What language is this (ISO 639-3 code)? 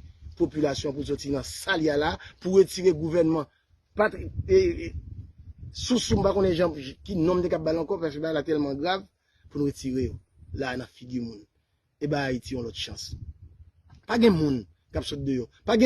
hat